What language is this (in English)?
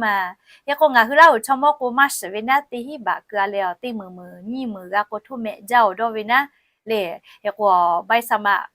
Lahu